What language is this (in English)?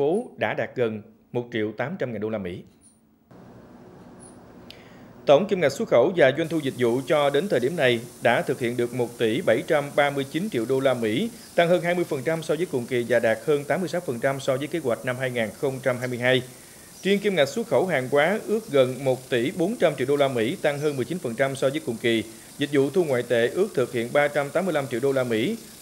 Vietnamese